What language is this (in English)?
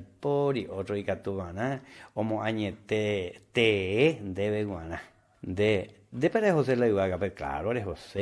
Guarani